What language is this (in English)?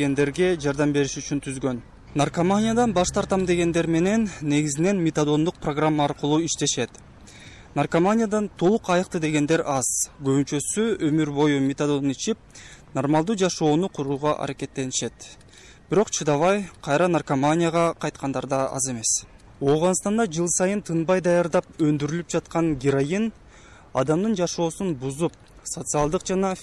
Kyrgyz